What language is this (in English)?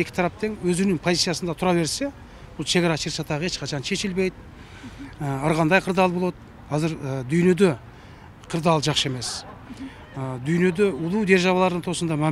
Kyrgyz